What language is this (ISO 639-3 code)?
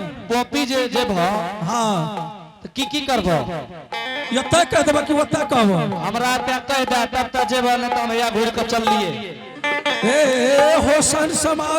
anp